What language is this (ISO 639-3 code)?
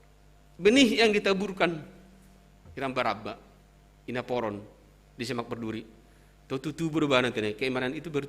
bts